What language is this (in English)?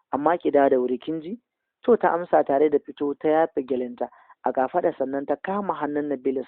Hausa